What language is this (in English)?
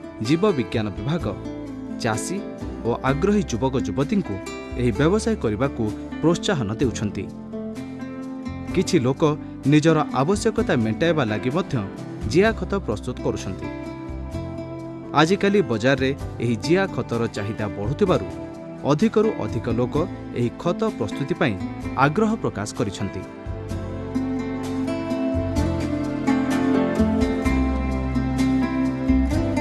Odia